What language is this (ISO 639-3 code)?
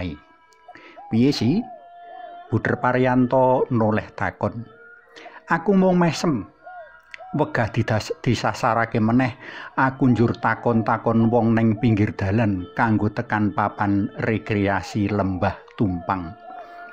jav